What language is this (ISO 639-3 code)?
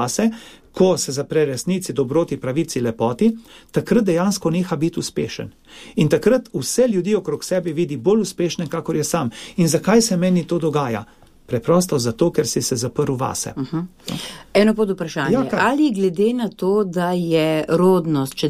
slv